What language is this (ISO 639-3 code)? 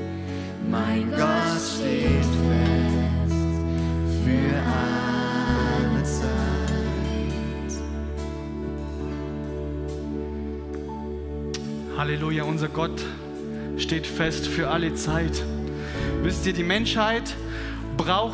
deu